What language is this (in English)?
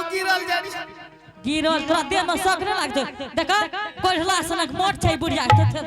Angika